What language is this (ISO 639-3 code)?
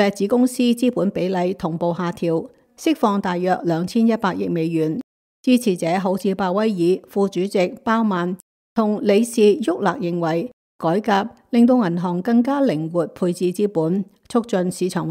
yue